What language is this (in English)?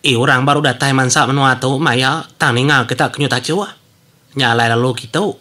Iban